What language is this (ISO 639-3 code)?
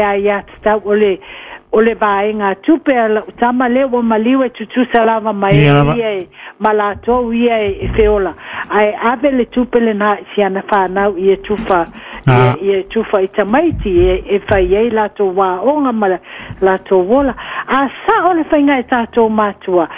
smo